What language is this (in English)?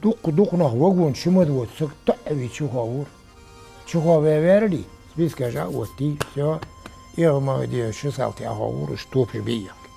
Ingush